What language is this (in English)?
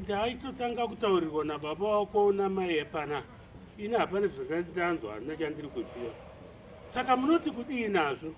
Shona